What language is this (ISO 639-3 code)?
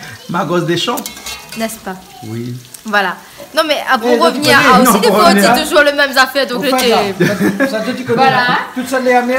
rcf